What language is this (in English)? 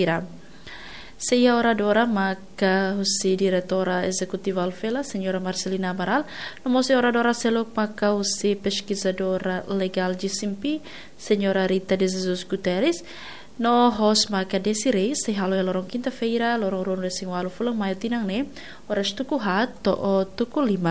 Tetum